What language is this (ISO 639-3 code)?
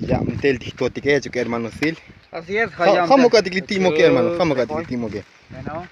tzo